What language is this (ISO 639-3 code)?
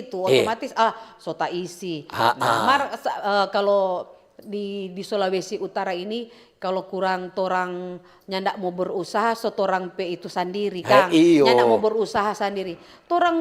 xmm